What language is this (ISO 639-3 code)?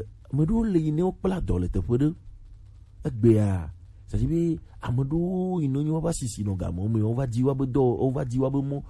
gej